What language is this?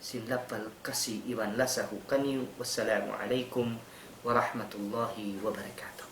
Tausug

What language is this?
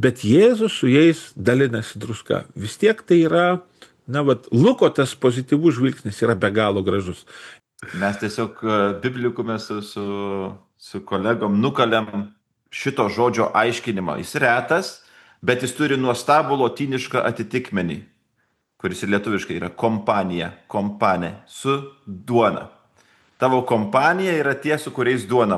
Lithuanian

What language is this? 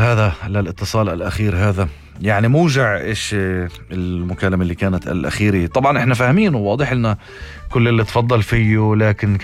North Levantine Arabic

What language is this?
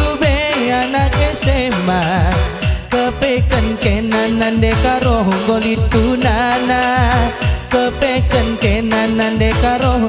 Batak Karo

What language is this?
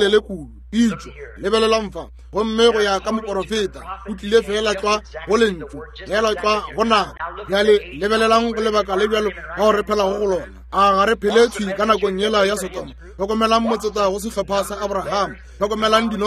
Northern Sotho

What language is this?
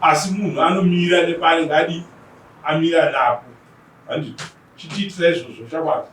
Shona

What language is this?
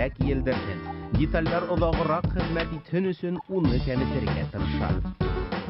Bashkir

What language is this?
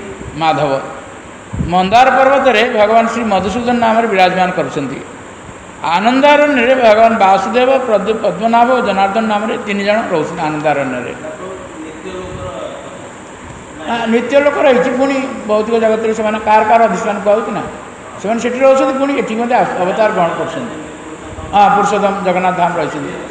Odia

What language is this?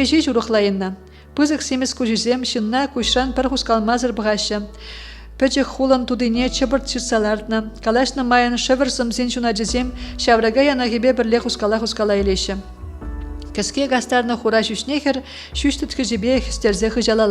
Chuvash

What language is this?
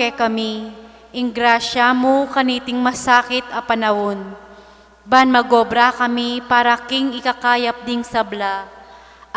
Pampanga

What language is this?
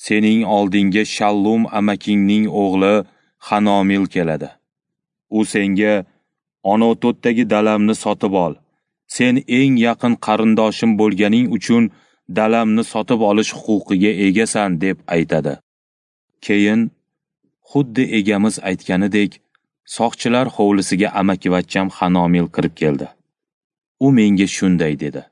Uzbek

